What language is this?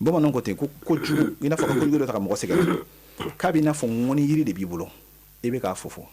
Bambara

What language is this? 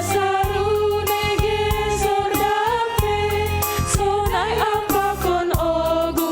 Batak Simalungun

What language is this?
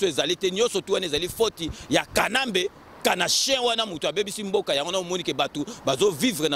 Lingala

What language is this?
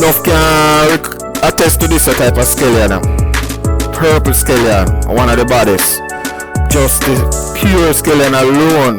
Jamaican Creole English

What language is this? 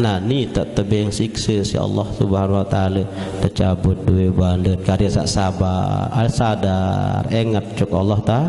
Sasak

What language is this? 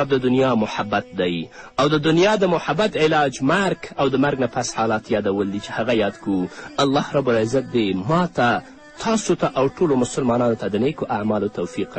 Pashto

